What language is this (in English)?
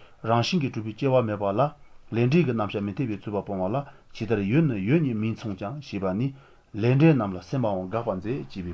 Malagasy